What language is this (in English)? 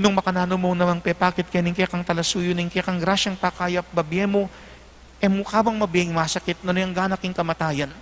Pampanga